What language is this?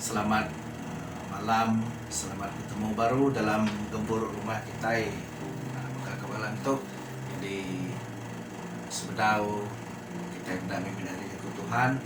Iban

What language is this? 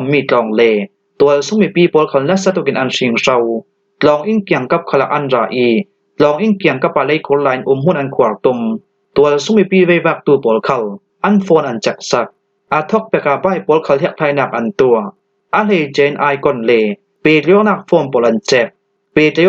Falam Chin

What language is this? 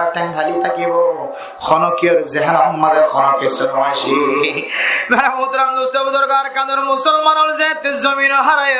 Rohingya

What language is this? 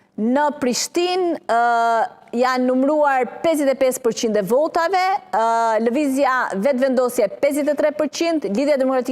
Albanian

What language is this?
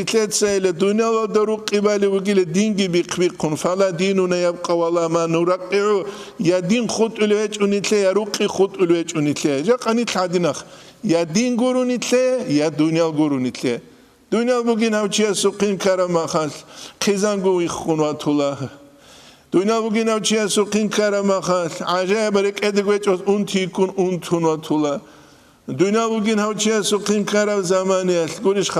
Avaric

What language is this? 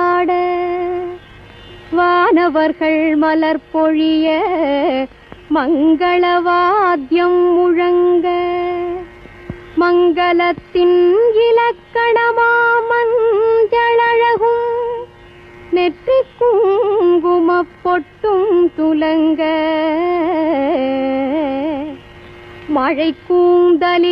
Tamil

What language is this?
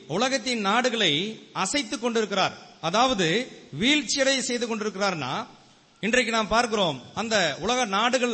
Tamil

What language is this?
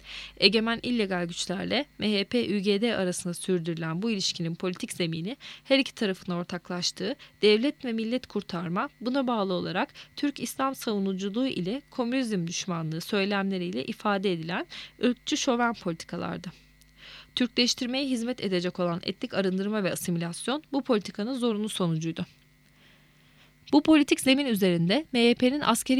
Turkish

